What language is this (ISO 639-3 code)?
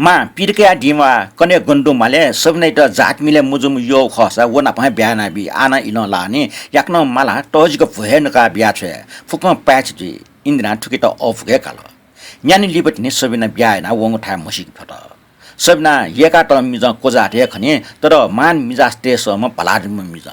new